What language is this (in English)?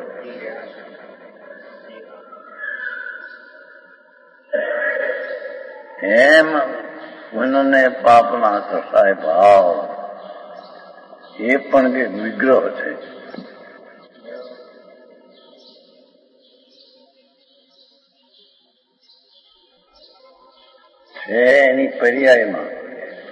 Gujarati